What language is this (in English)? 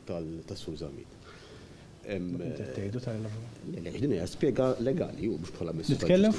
Maltese